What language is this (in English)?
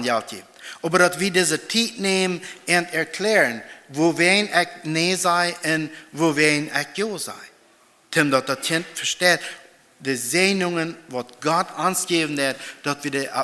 Plautdietsch